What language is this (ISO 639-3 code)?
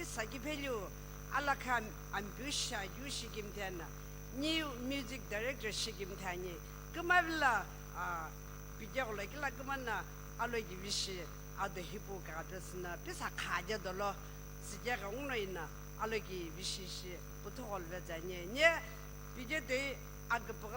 nsm